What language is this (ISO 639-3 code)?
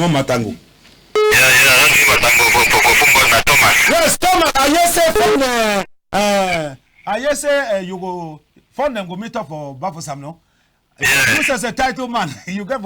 wes